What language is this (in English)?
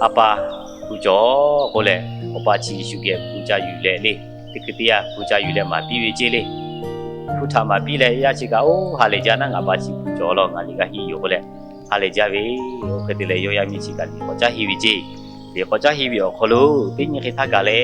Lahu